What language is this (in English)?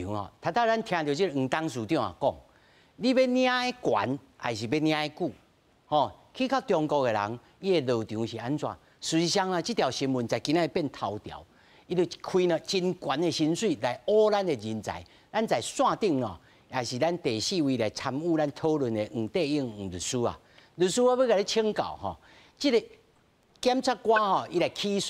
Min Nan Chinese